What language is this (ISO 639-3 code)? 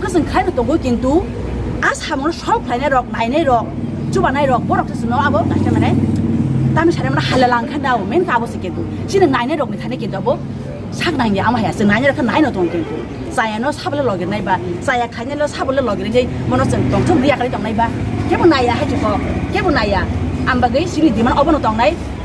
trp